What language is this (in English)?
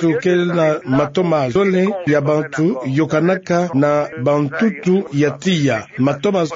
Kituba (Democratic Republic of Congo)